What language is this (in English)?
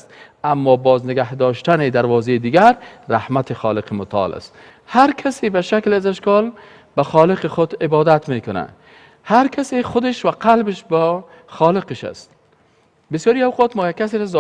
Persian